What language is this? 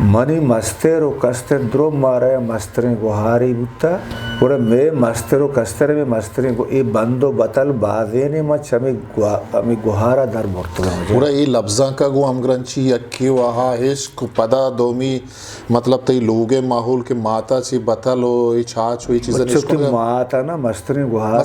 Eastern Balochi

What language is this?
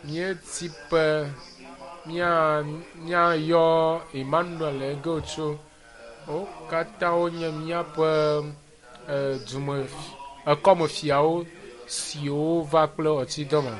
Ewe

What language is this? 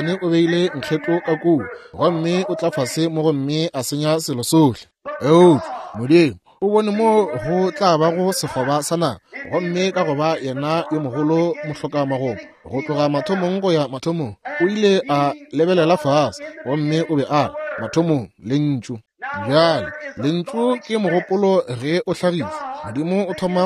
Northern Sotho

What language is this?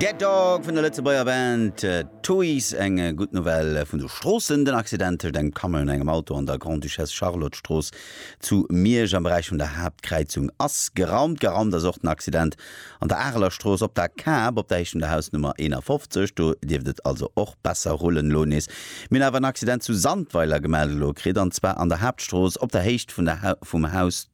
Luxembourgish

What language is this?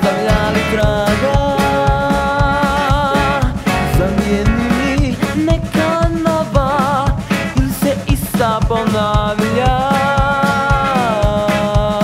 Croatian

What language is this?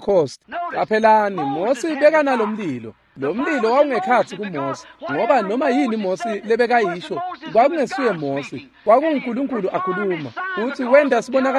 Swati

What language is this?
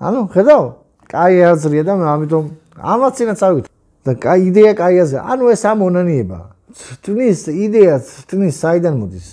Georgian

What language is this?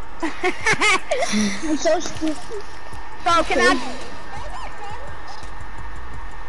English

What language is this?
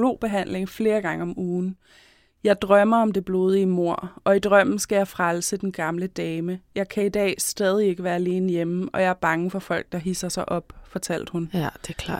Danish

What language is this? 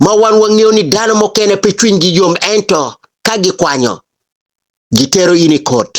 Acoli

